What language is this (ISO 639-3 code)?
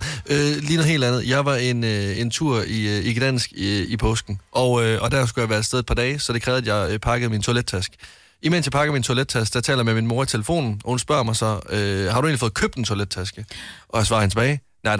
dan